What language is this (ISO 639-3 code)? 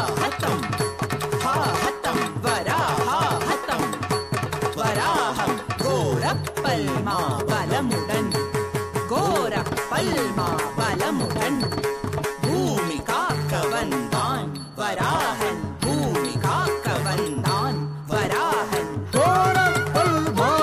tam